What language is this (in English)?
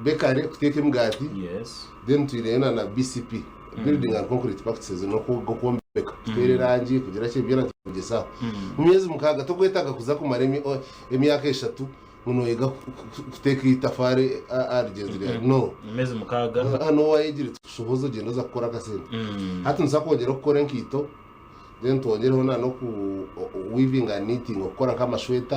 Nyankole